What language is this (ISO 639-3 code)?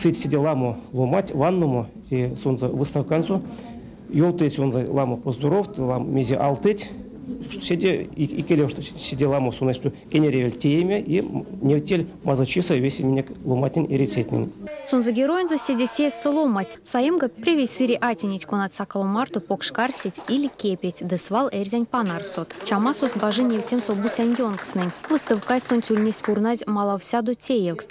myv